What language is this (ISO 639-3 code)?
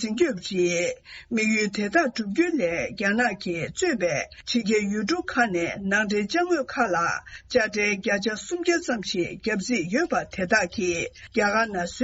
bod